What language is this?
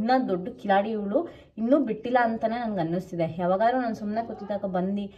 Kannada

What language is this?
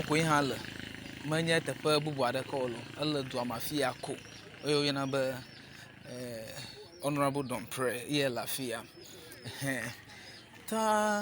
Ewe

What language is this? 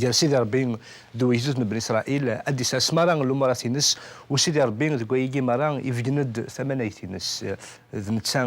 Kabyle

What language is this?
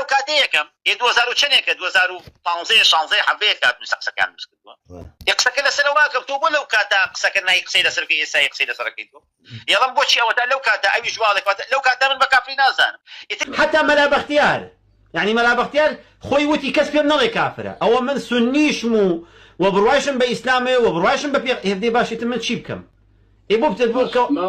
Central Kurdish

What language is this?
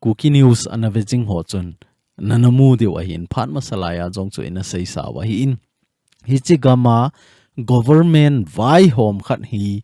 Thado Chin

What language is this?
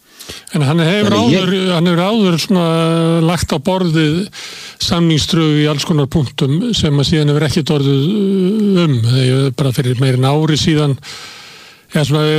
Icelandic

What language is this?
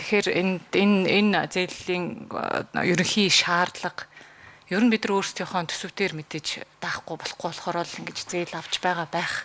Mongolian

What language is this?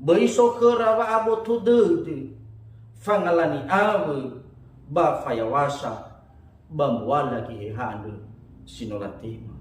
Nias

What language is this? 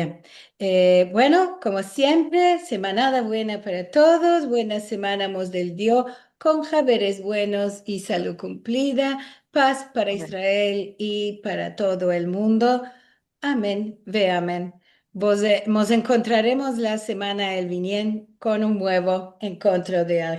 Ladino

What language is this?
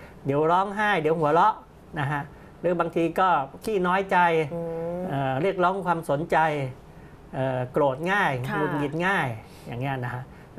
Thai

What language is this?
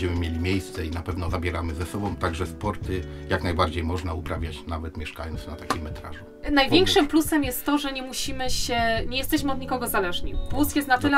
Polish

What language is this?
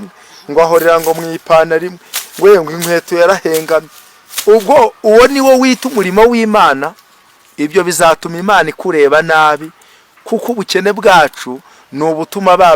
Kinyarwanda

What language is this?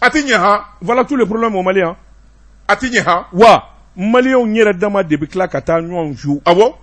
Bambara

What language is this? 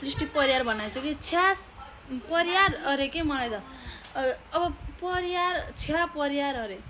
Nepali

